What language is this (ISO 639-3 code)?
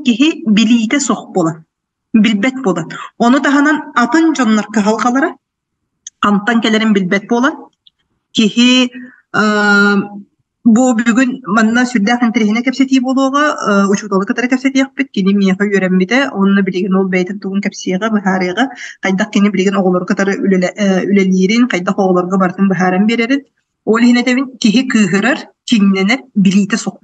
sah